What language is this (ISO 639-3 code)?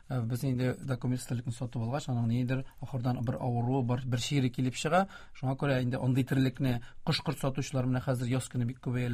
tat